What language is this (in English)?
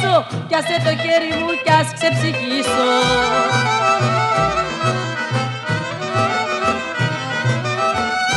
Greek